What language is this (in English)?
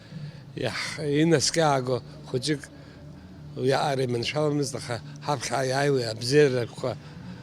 Abkhazian